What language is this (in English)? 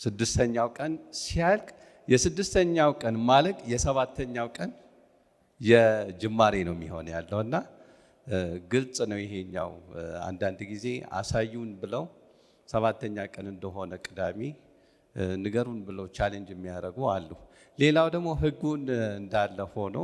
Amharic